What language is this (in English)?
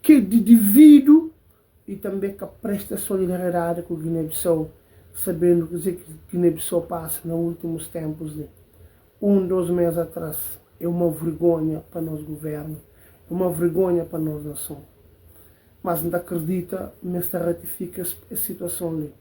Kabuverdianu